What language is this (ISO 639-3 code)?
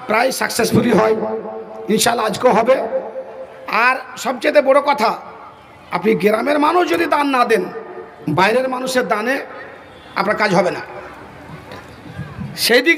ben